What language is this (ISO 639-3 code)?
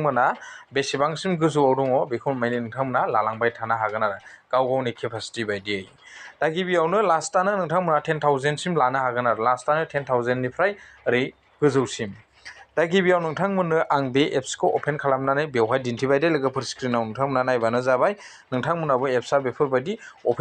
brx